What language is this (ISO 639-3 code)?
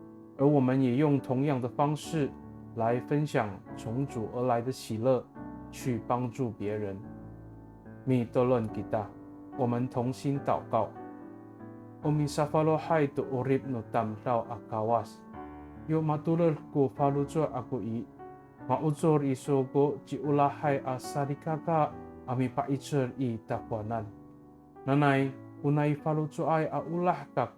ami